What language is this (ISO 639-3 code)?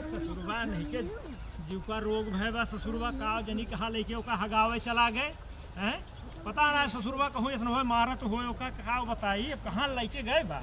awa